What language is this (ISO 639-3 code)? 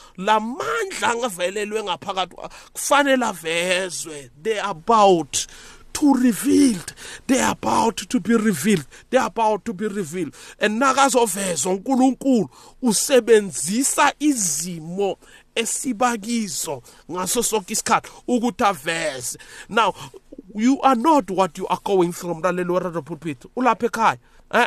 nbl